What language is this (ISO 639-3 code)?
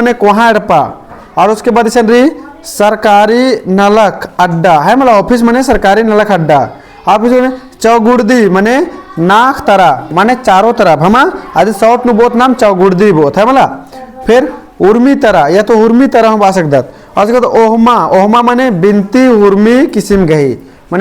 kru